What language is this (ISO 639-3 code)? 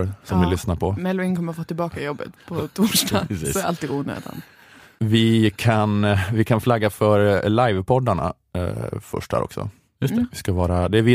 swe